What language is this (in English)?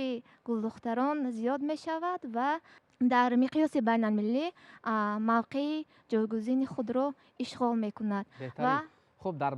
Tajik